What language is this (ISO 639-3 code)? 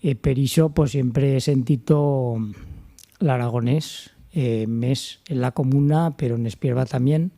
arg